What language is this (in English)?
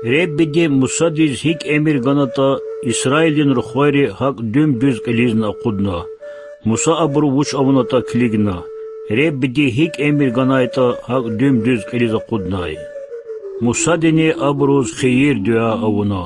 Lezghian